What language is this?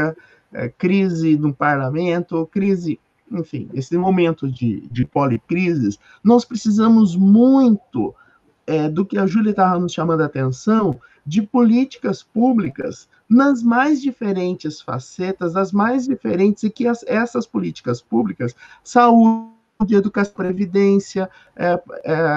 Portuguese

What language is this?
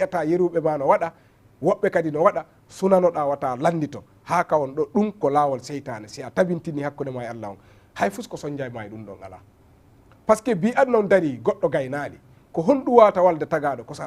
Fula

